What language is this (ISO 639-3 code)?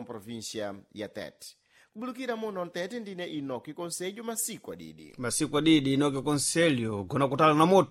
seh